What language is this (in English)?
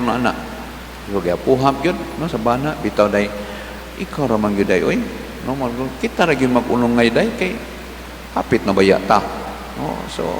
Cebuano